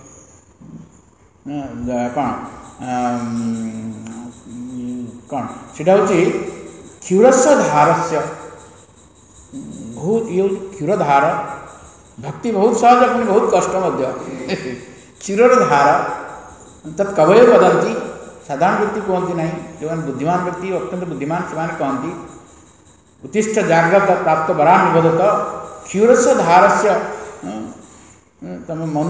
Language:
Odia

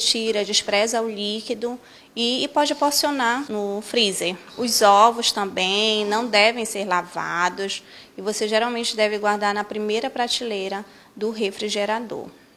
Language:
Portuguese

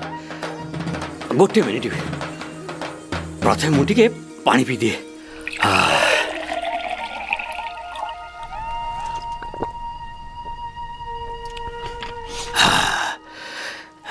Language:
Odia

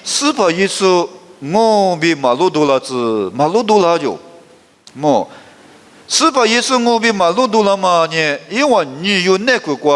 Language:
Lisu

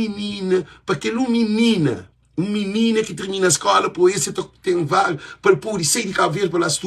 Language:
Kabuverdianu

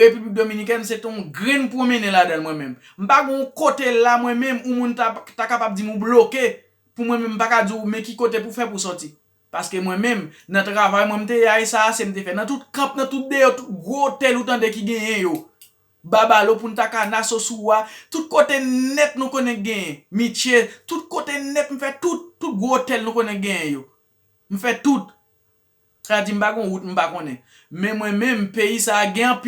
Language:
Haitian Creole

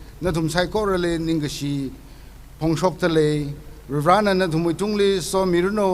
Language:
Tangkhul Naga (India)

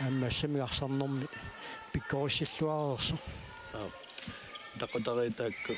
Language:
Kalaallisut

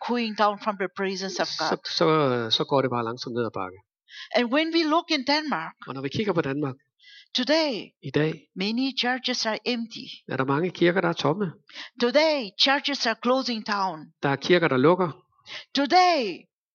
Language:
Danish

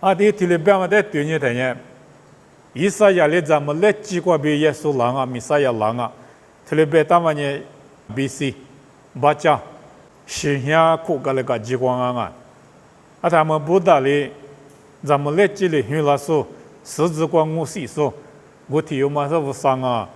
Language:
Lisu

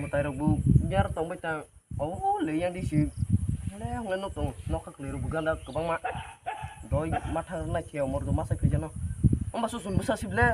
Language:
Kok Borok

